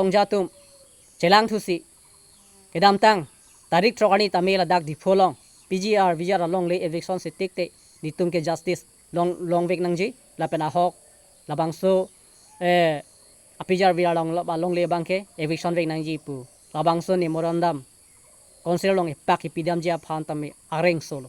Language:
Karbi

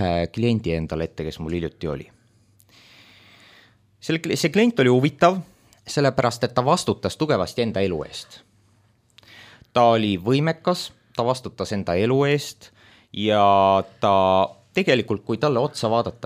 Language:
Estonian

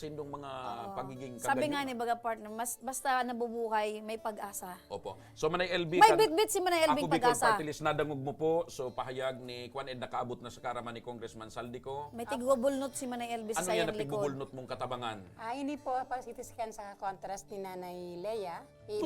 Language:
Bikol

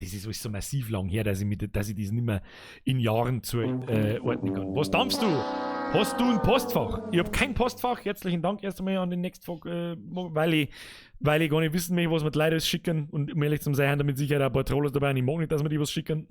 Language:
Bavarian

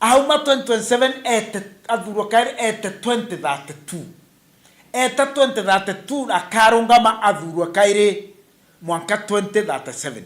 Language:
Meru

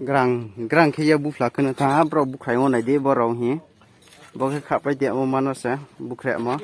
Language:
Riang (India)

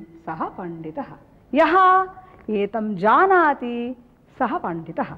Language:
Sanskrit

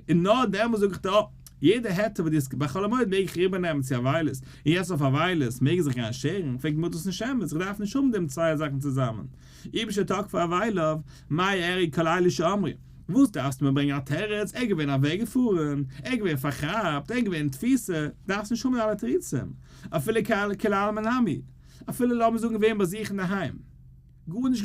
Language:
Yiddish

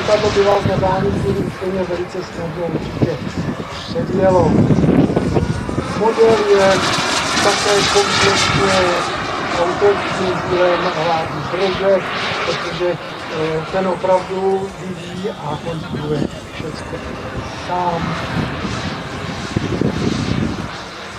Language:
Czech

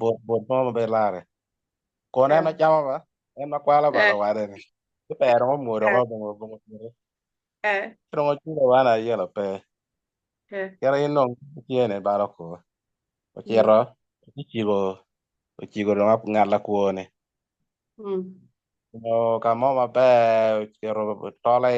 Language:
Acoli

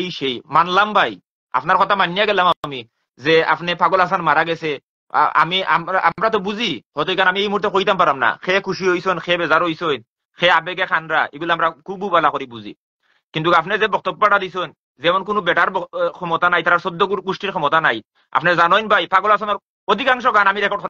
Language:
Sylheti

